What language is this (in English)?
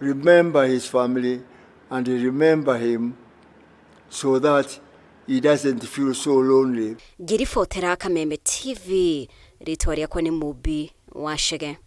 Kikuyu